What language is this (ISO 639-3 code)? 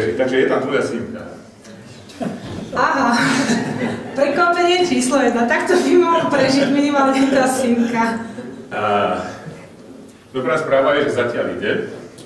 slk